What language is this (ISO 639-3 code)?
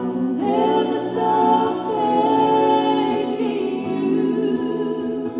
ton